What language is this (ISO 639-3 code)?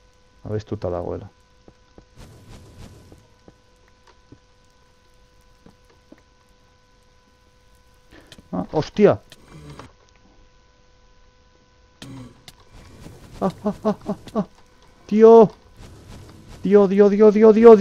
eus